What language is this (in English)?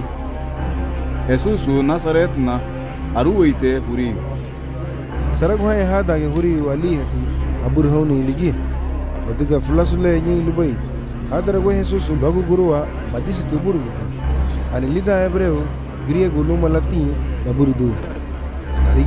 Garifuna